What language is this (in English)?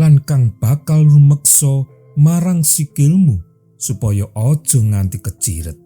Javanese